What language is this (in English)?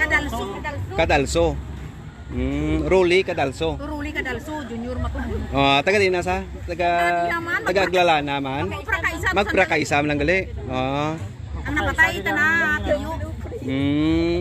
Hiligaynon